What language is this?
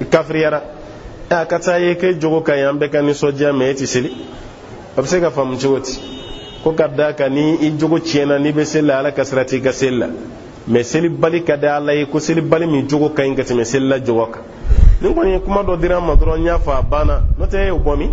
Bambara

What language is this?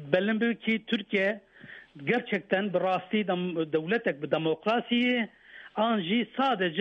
Kurdish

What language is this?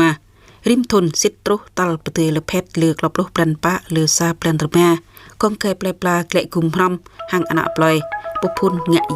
Jarai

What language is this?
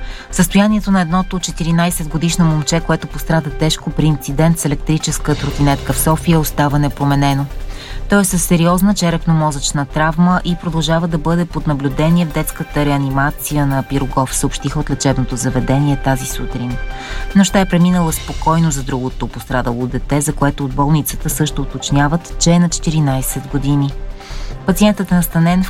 Bulgarian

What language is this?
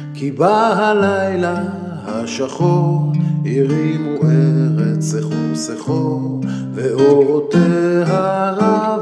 Hebrew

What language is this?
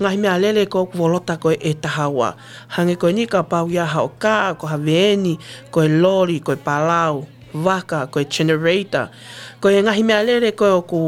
Tongan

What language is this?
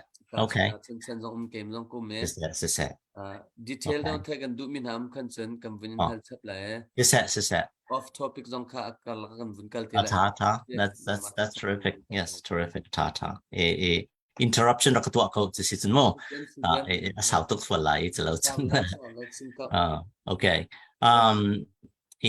Hakha Chin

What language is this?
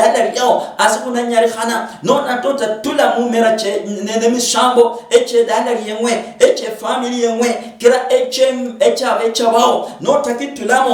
Luyia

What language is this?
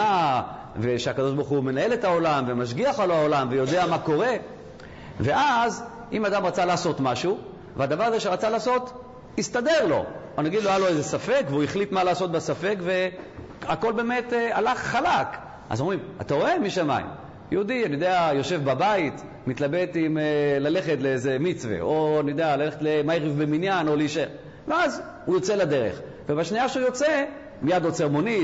Hebrew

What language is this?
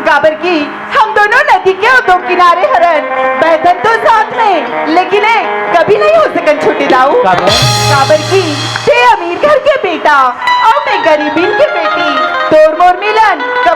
Chhattisgarhi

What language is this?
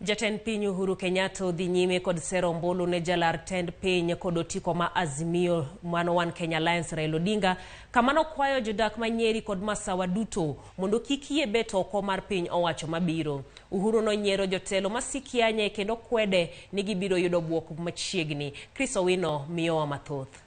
Luo (Kenya and Tanzania)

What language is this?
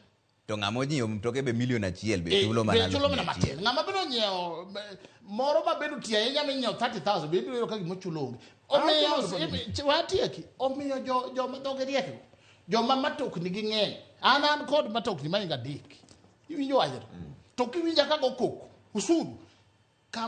Luo (Kenya and Tanzania)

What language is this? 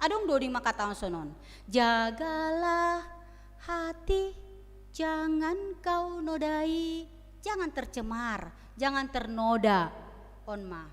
Batak Simalungun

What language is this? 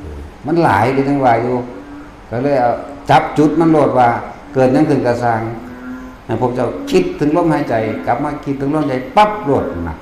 Northeastern Thai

